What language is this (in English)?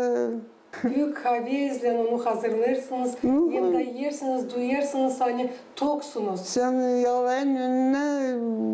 Gagauz